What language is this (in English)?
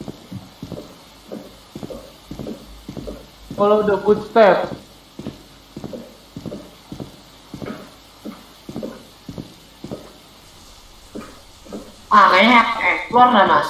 Indonesian